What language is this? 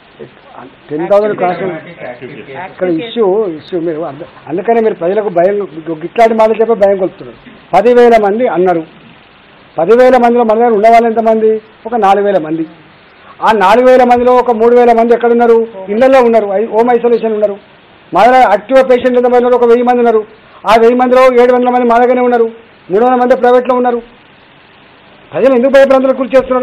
Telugu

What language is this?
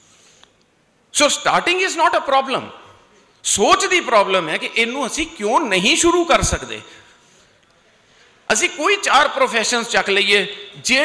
Punjabi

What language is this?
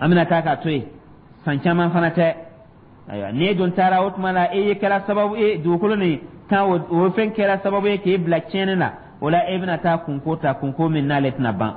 Dyula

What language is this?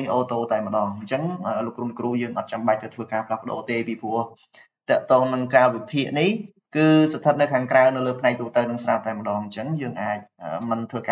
Khmer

